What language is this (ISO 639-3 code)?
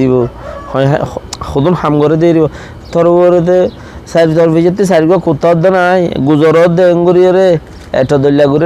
rhg